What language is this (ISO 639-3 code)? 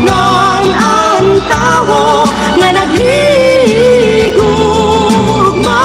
war